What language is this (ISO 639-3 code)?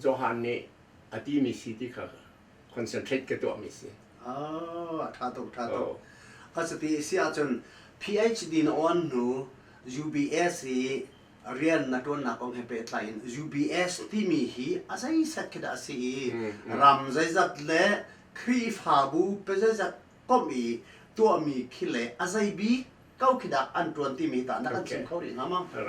cnh